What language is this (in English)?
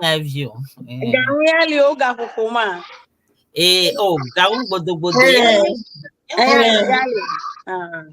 Ewe